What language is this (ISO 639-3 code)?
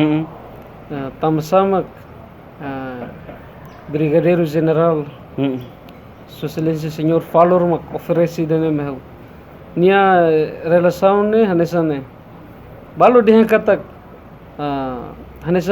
tet